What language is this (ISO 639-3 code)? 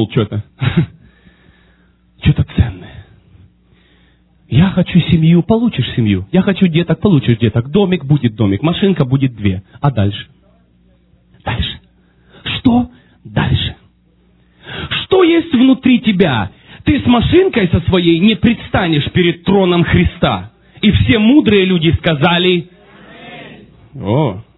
rus